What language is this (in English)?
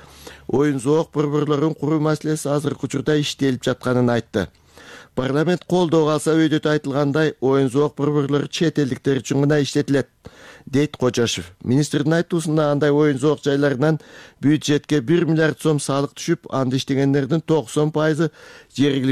Kyrgyz